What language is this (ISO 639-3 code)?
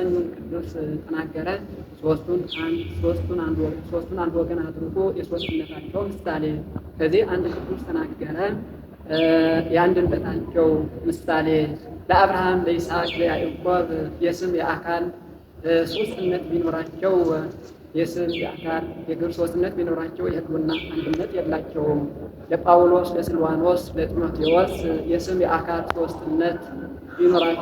amh